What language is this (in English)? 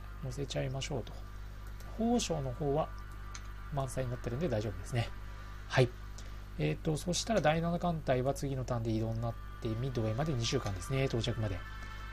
Japanese